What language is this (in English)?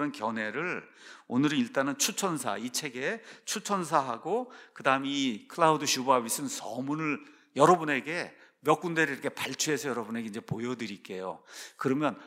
Korean